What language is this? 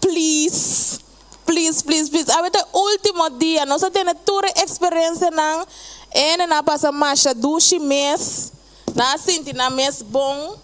Papiamento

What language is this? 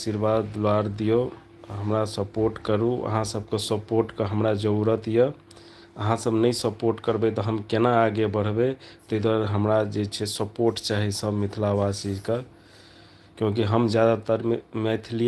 Maithili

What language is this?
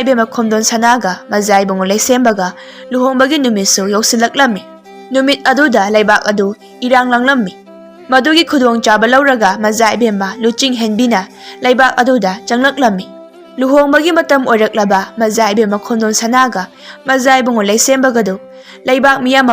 Manipuri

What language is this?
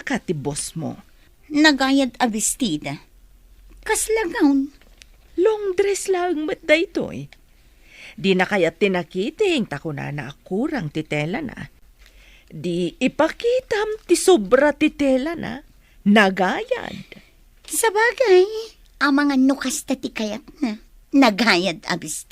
Iloko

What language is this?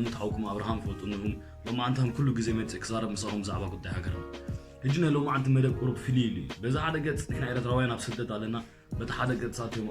Tigrinya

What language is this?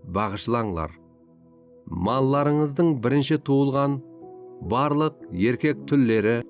Kara-Kalpak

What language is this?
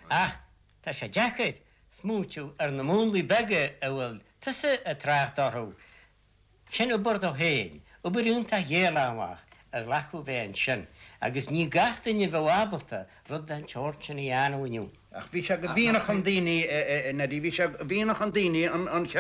Irish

